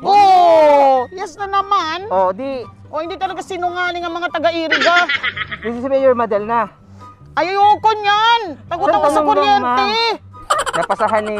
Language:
Bikol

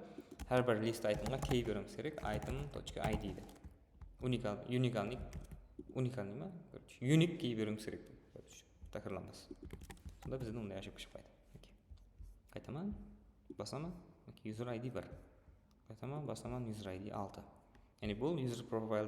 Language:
Kara-Kalpak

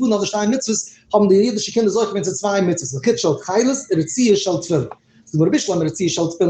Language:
Yiddish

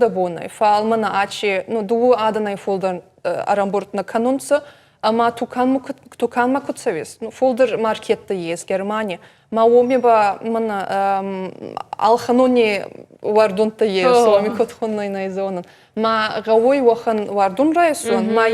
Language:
Ossetic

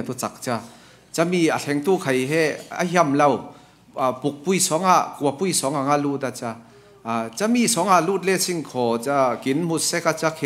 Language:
Falam Chin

